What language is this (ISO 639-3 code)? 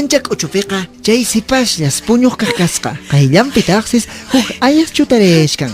que